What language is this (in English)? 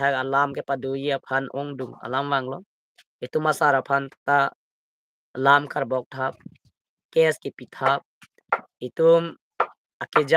Karbi